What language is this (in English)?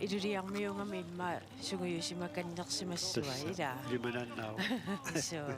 Kalaallisut